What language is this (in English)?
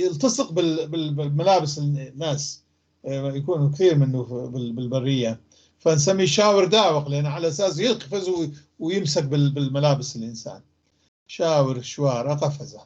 North Levantine Arabic